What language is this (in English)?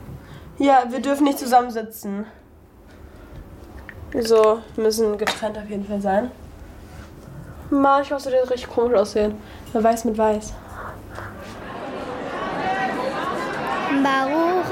German